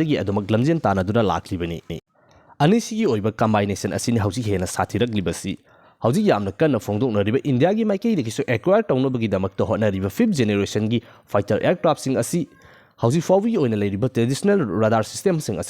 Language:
Manipuri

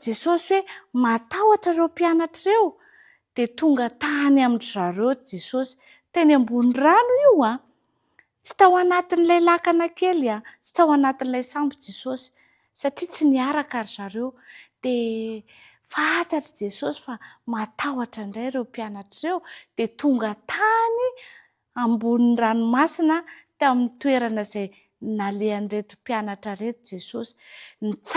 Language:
Malagasy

